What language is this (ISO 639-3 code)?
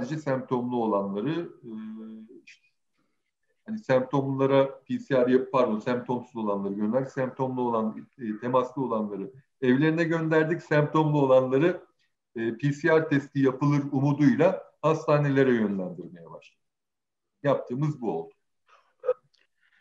tur